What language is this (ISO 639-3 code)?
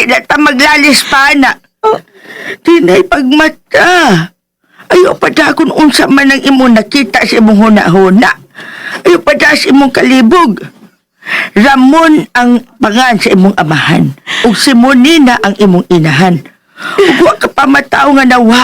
ceb